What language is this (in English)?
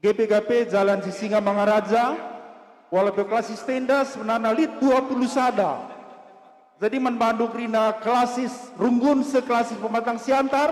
Batak Karo